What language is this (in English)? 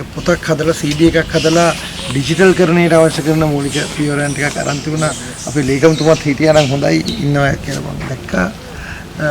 Sinhala